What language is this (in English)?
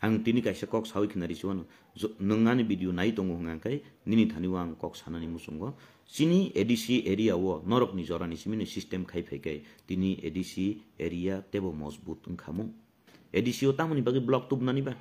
Kok Borok